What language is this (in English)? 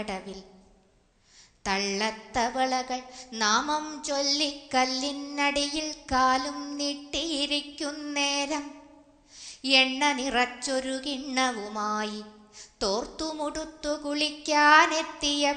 Malayalam